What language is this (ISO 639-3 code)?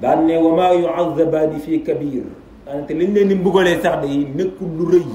wol